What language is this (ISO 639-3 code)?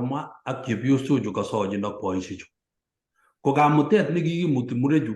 kln